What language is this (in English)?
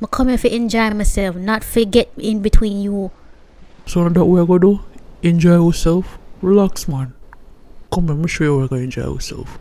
Jamaican Creole English